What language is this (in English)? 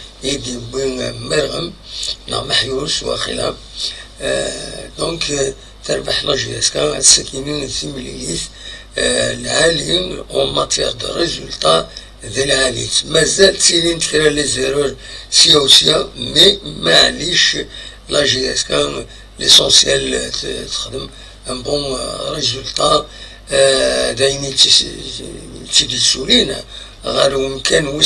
Kabyle